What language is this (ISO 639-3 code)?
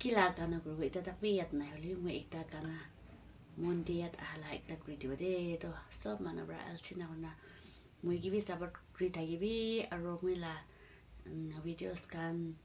nag